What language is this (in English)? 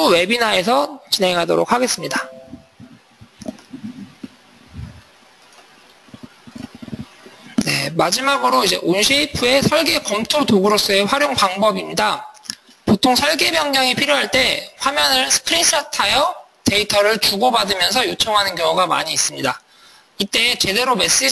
Korean